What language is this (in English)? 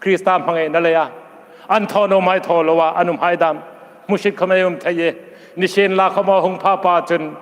Hmar